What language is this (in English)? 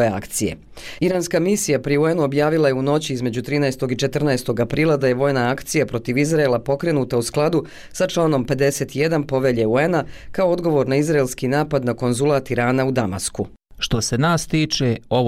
Croatian